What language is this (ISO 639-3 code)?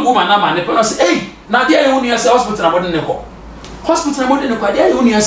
aka